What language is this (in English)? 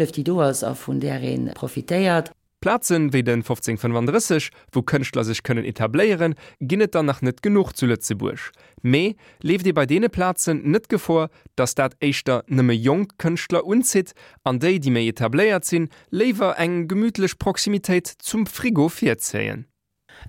Luxembourgish